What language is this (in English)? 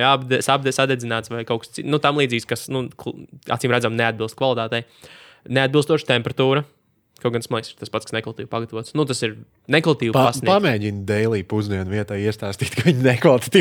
Latvian